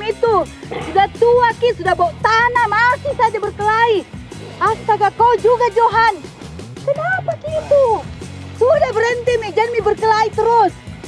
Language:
Makassar Malay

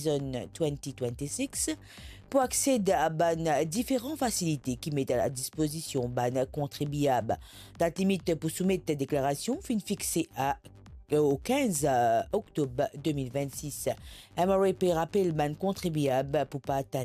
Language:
Morisyen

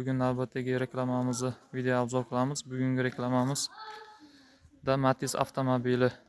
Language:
Uzbek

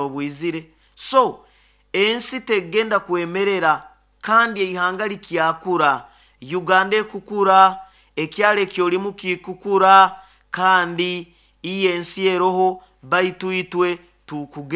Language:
Nyoro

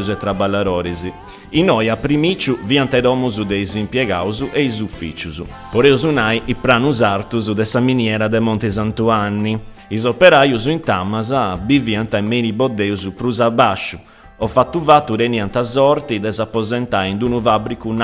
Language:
Sardinian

